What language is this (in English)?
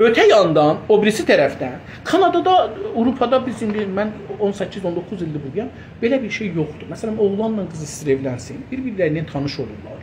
South Azerbaijani